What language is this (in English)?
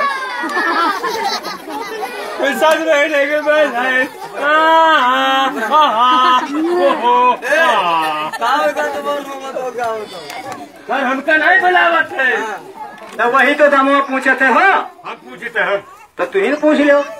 Bhojpuri